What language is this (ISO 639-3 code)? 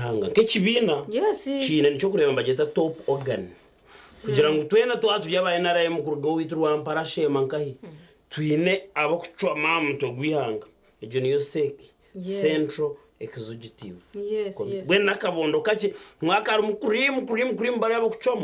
nyn